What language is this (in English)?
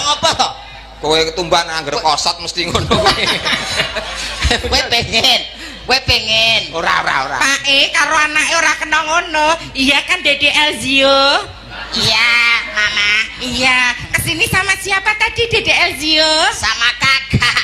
Javanese